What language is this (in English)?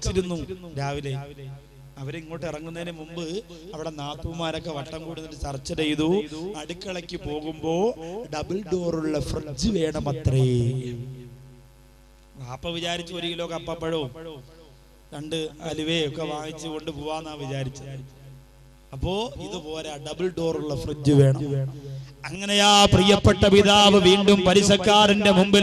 Malayalam